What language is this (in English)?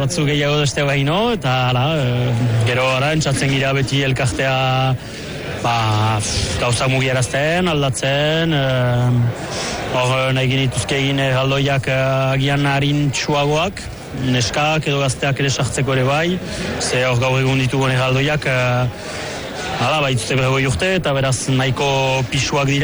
Basque